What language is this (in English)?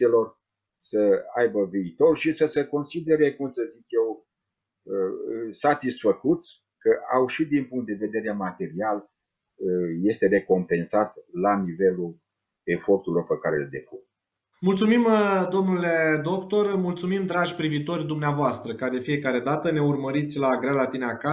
Romanian